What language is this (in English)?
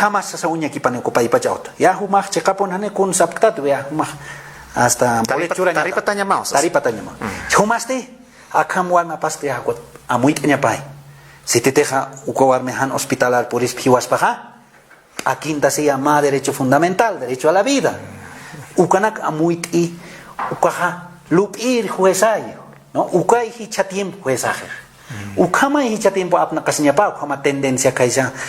Aymara